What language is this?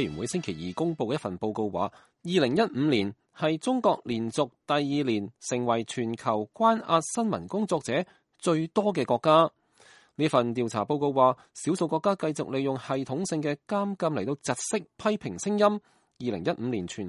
Cantonese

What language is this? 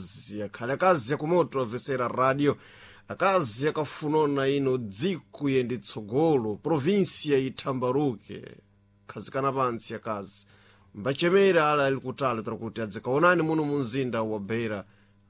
Sena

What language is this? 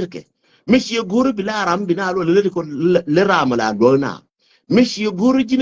Nuer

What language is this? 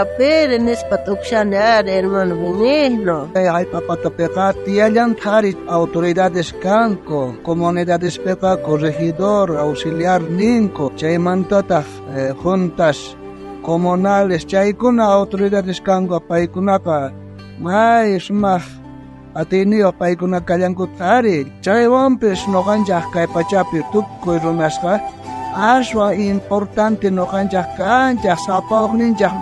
South Bolivian Quechua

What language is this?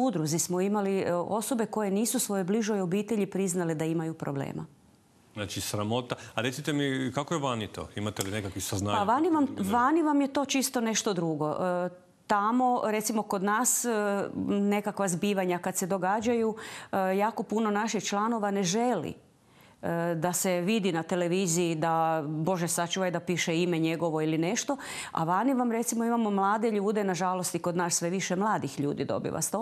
Croatian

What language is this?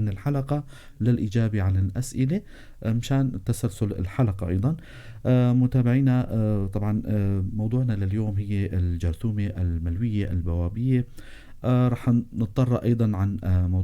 North Levantine Arabic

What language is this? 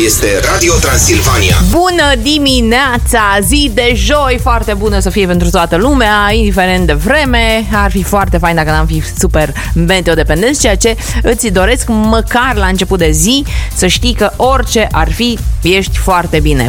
Romanian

